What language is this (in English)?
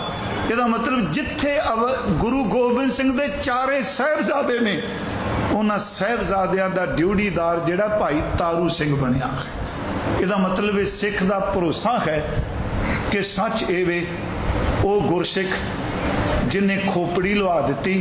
Punjabi